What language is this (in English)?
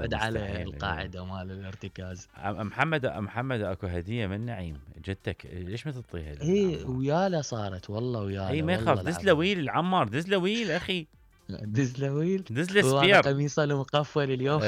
Mesopotamian Arabic